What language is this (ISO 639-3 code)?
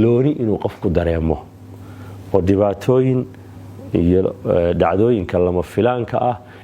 som